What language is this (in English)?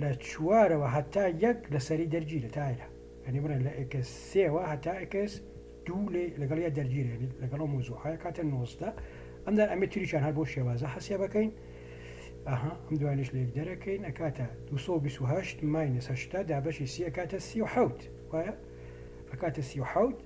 Central Kurdish